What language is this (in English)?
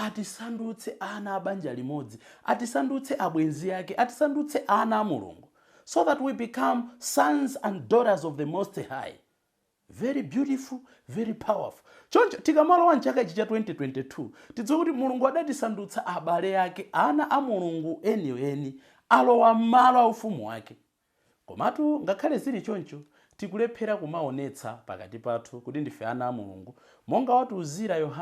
Nyanja